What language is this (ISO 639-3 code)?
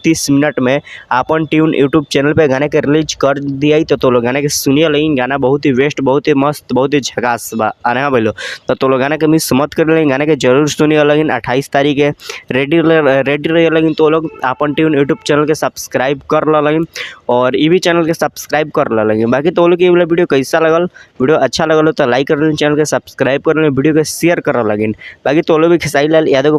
bho